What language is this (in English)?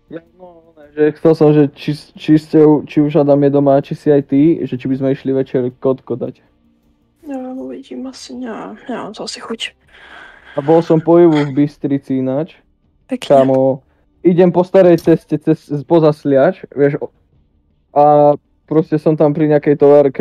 Slovak